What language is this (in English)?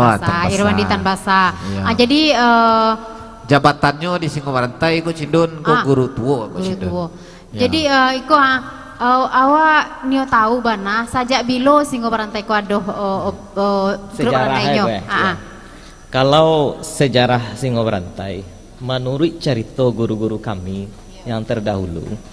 Minangkabau